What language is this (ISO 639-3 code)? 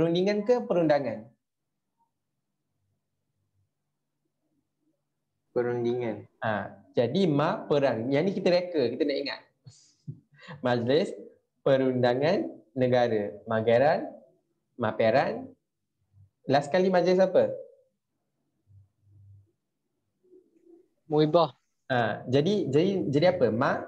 msa